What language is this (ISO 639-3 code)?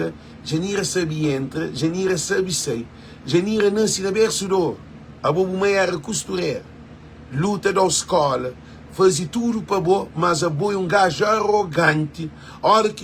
kea